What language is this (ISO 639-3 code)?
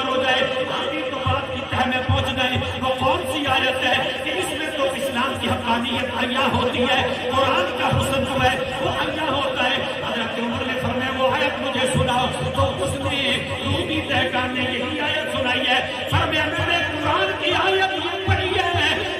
urd